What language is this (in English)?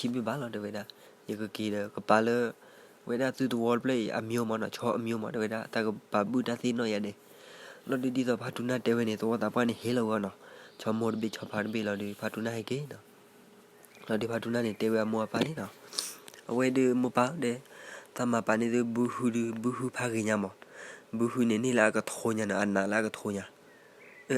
S'gaw Karen